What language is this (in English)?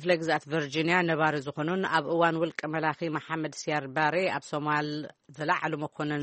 Tigrinya